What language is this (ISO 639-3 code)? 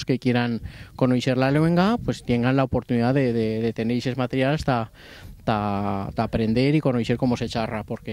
arg